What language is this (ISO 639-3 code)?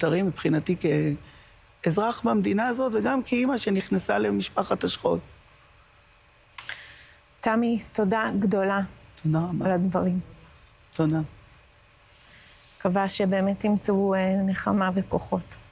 heb